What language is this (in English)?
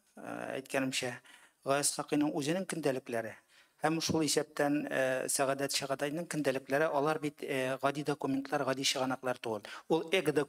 Tatar